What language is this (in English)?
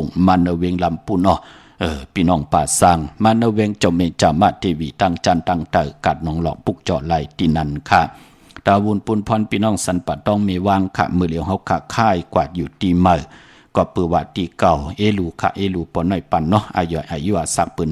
Shan